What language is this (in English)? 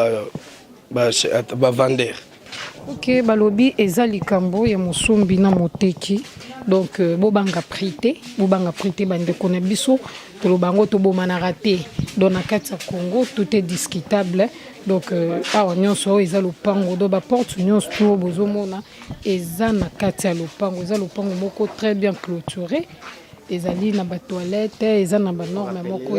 Lingala